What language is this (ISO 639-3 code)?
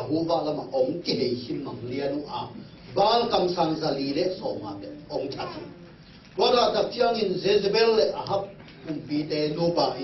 ctd